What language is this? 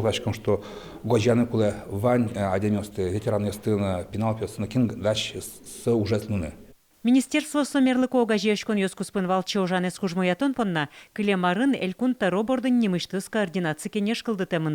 Udmurt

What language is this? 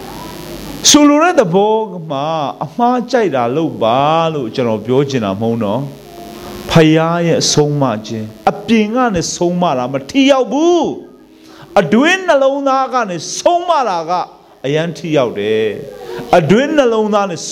Burmese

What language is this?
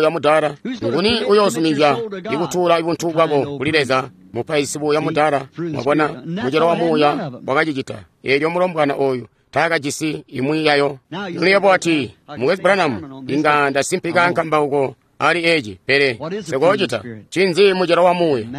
Tonga (Zambia)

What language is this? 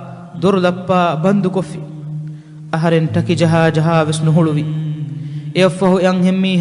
Divehi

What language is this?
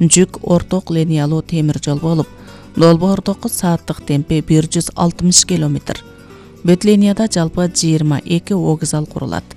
Kyrgyz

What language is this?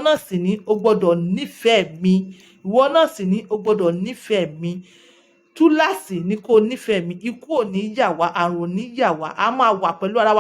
Yoruba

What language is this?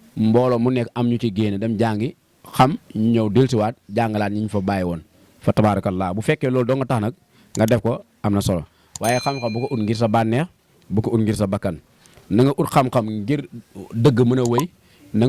Wolof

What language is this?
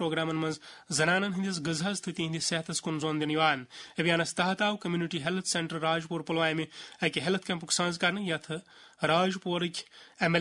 Kashmiri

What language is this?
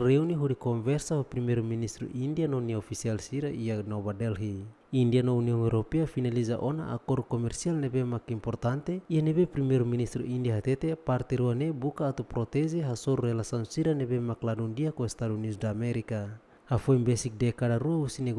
Tetum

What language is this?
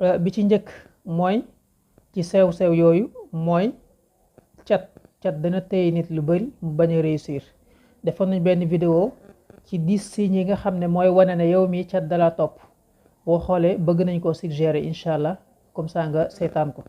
Wolof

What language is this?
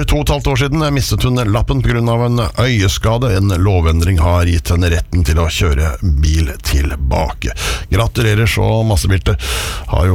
Norwegian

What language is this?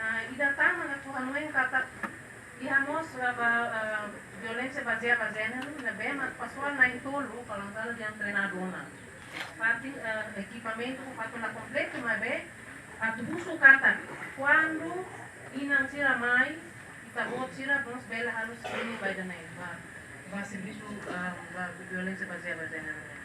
Tetum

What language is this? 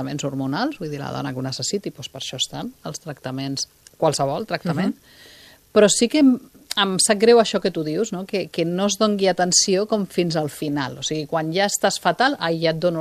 Catalan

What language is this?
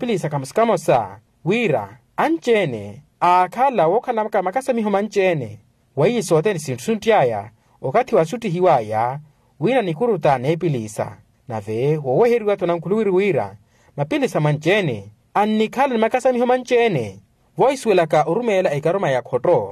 Makhuwa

